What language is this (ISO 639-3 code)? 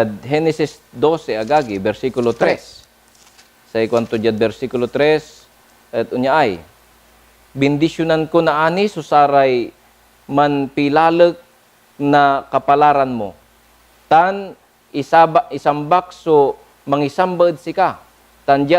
pag